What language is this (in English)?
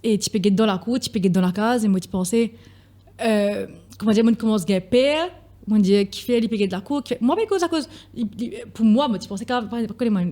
Morisyen